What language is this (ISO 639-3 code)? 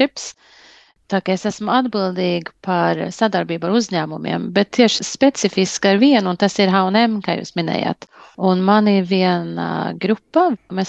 lav